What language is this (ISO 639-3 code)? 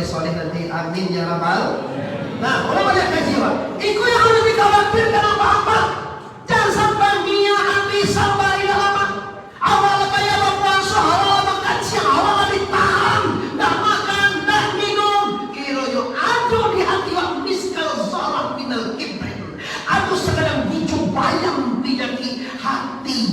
min